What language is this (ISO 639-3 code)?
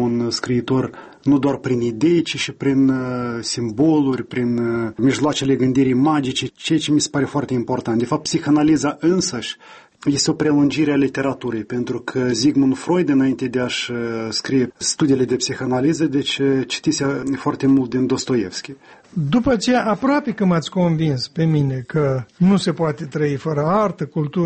ron